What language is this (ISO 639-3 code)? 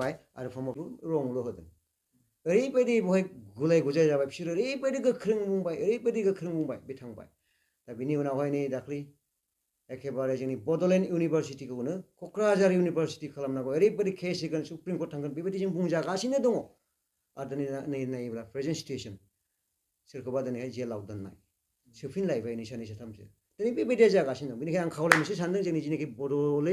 brx